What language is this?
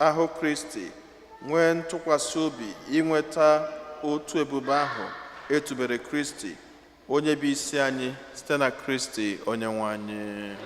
Igbo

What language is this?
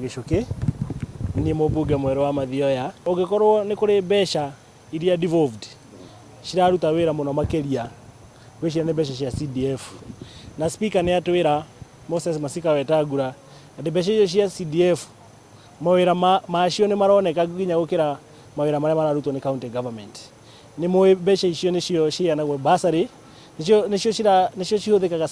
Kikuyu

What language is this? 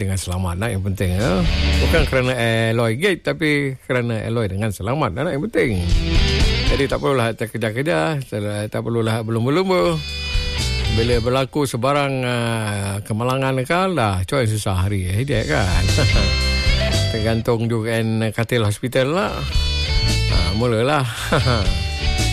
Malay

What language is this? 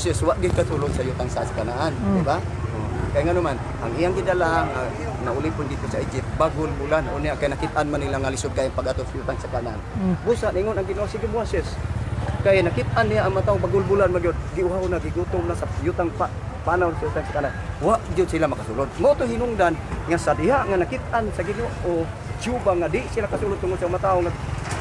Cebuano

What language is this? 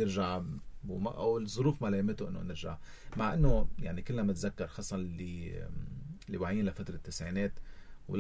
North Levantine Arabic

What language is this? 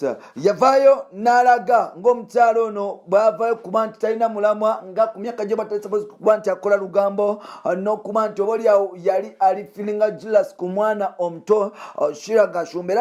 Ganda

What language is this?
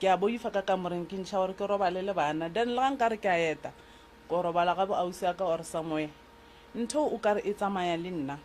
Northern Sotho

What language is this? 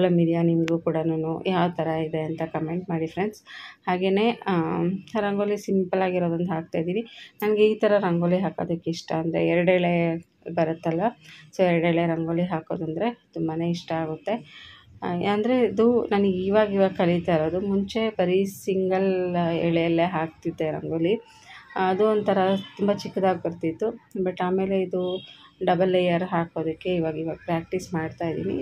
Kannada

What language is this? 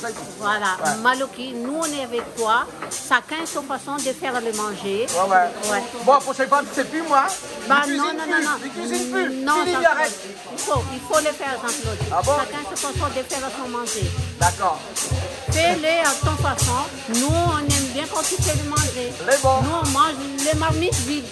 Réunion Creole French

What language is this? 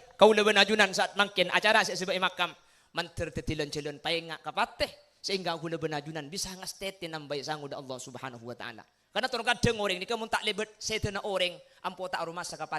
Madurese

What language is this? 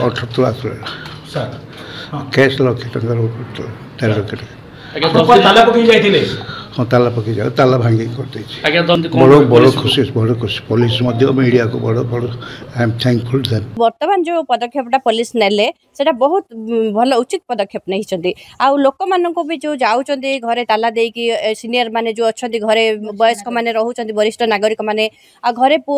Odia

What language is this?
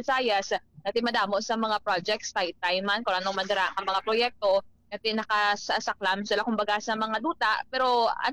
Hiligaynon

